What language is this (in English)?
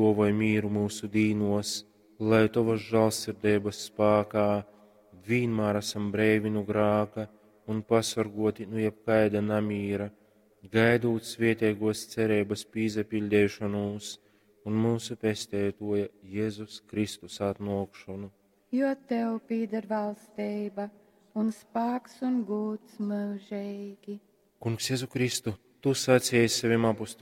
Latgalian